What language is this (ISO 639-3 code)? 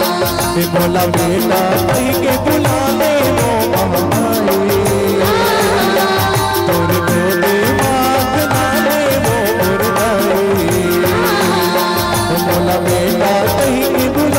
hne